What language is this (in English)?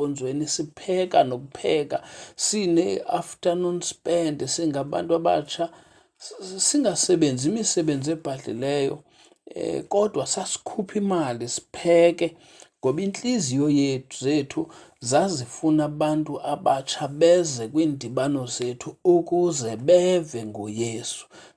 Xhosa